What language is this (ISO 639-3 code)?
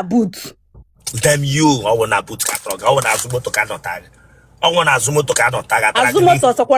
ibo